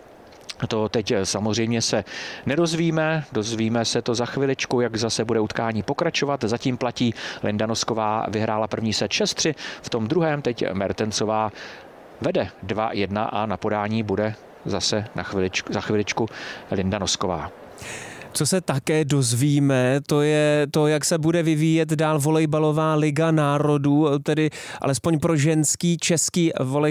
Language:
Czech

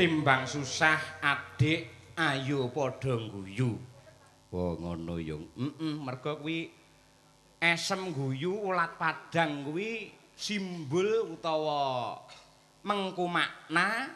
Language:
Javanese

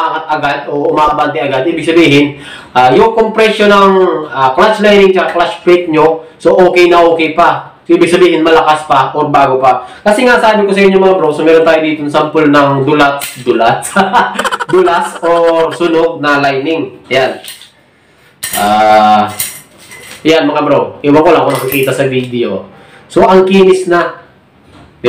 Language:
Filipino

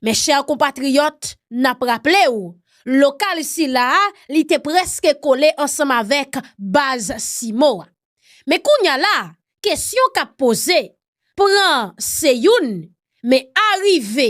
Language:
Haitian Creole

